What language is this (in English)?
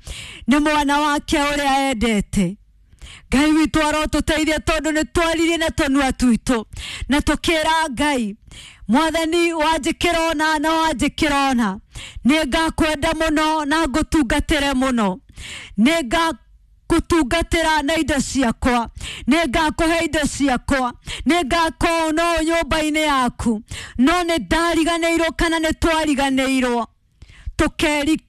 Kikuyu